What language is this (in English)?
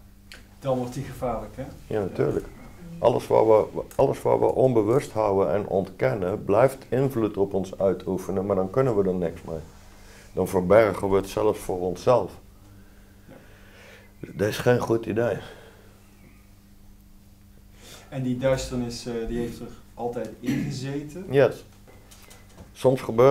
Dutch